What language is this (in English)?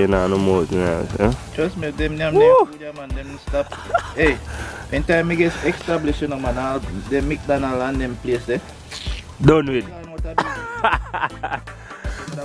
Jamaican Creole English